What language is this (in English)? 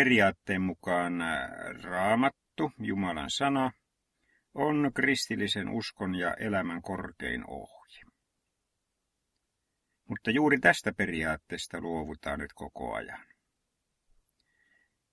Finnish